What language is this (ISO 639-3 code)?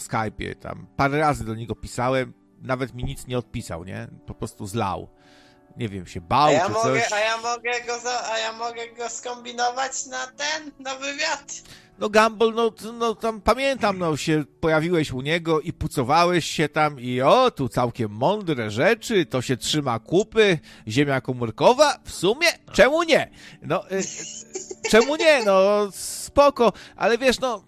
pol